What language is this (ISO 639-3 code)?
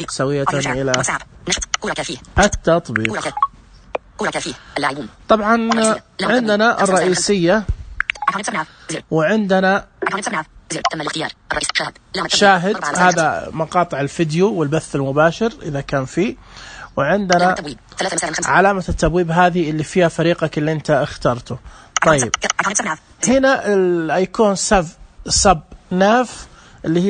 ars